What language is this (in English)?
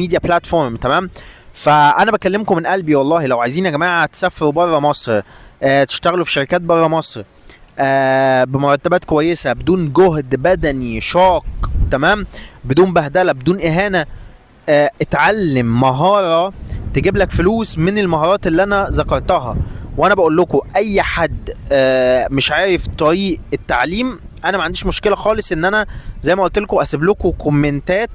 Egyptian Arabic